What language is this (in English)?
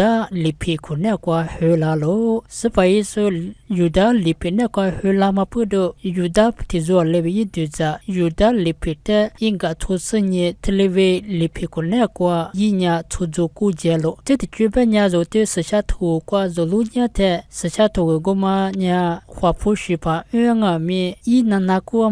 Lisu